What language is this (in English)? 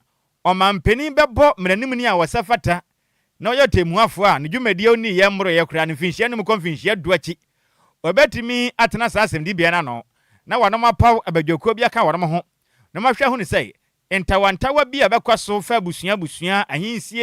Akan